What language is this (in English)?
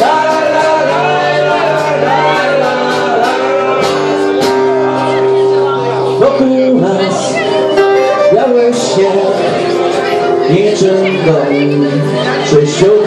Polish